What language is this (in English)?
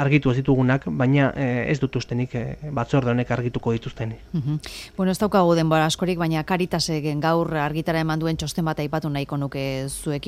Basque